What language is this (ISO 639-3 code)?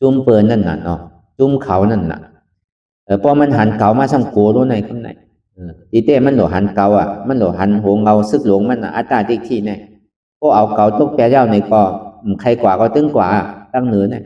shn